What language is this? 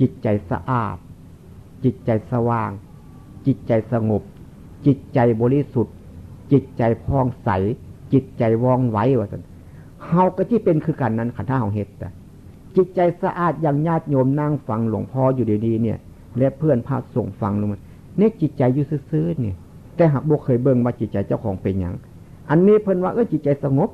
Northeastern Thai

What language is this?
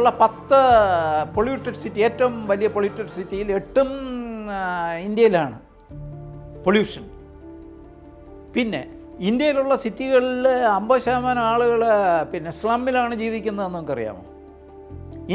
Malayalam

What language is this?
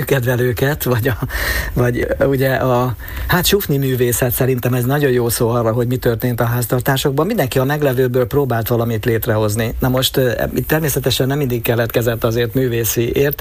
Hungarian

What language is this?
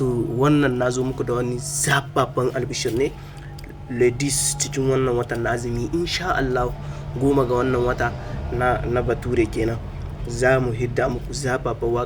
Hausa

